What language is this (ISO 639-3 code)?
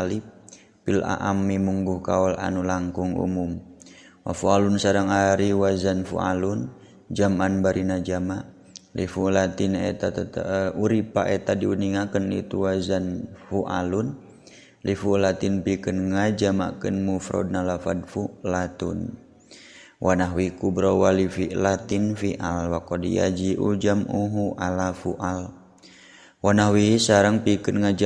sun